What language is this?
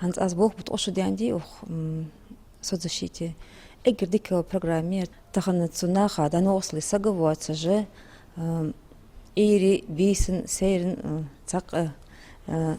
Ingush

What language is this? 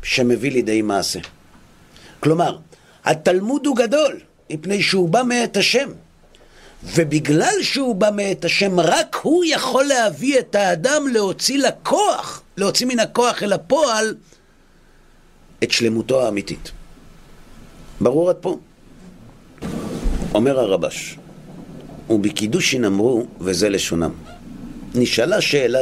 Hebrew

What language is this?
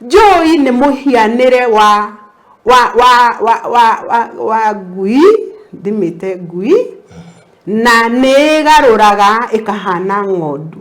Kikuyu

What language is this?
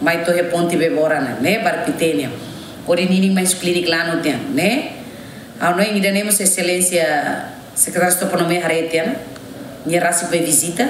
Tetum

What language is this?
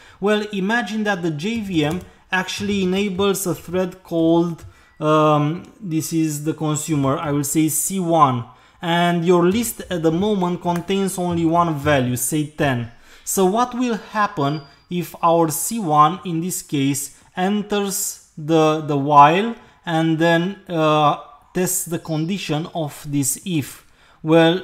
English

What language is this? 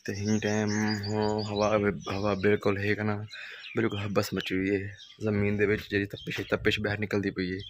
Saraiki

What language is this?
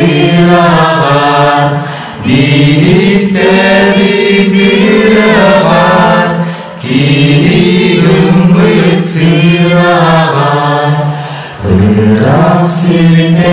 Yakut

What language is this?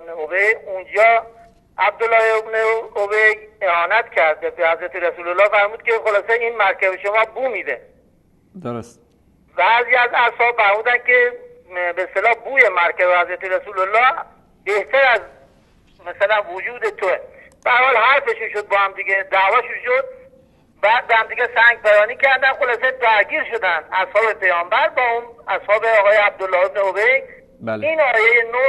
Persian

